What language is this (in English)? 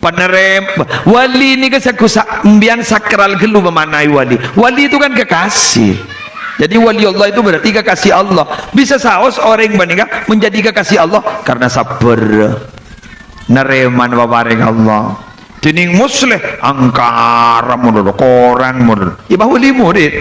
Madurese